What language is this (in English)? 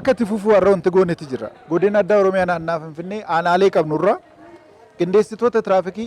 Oromo